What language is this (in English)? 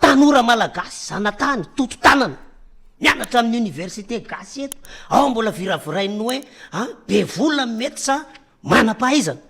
Malagasy